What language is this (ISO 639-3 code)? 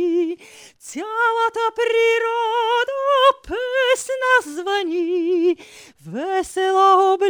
bul